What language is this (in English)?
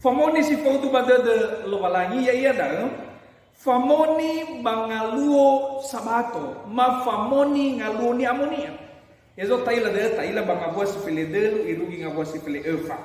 Nias